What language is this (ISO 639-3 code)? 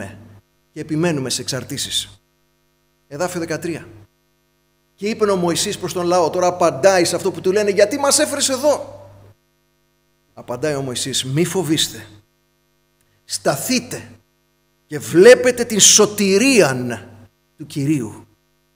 ell